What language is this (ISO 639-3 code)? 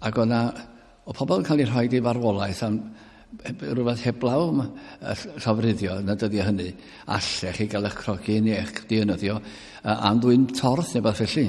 cym